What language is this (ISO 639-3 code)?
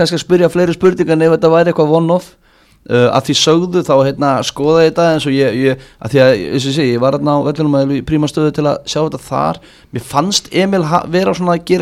isl